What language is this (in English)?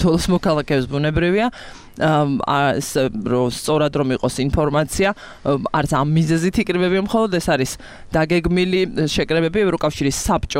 Georgian